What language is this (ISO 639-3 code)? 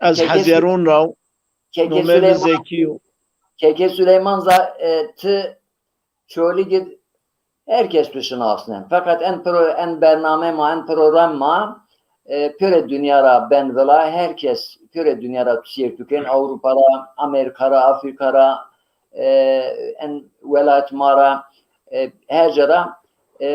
zza